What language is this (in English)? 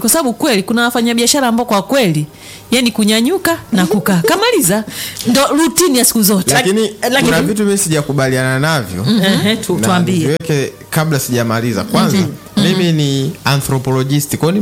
Swahili